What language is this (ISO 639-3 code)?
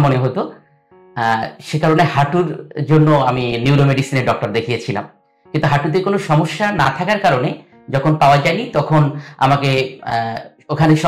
ben